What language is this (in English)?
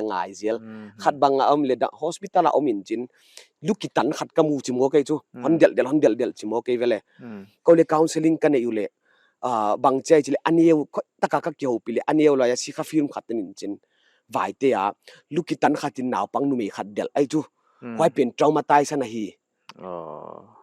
Paite Chin